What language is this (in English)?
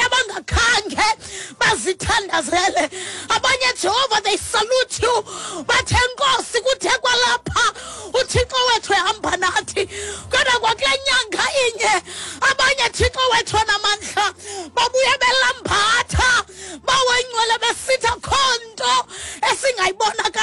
Xhosa